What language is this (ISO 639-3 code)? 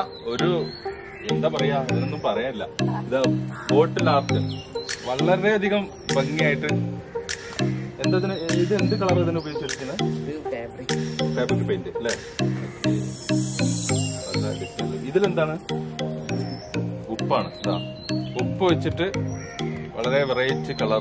mal